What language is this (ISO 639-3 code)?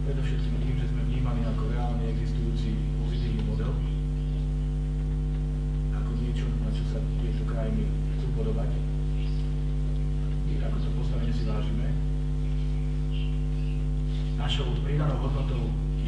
slk